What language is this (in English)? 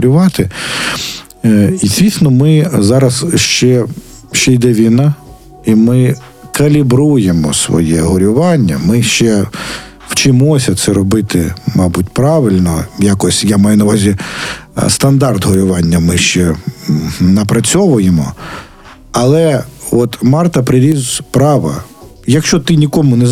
Ukrainian